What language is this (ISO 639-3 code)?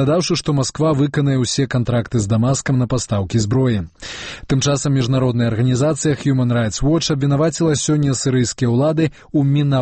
bel